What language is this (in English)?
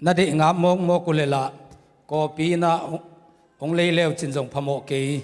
Tedim Chin